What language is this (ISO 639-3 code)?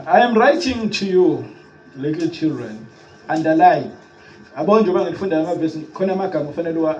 zul